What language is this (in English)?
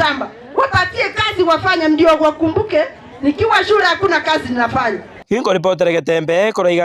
Gusii